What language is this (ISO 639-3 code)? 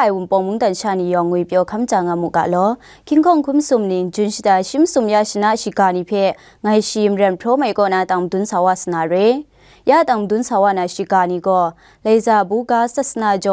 kac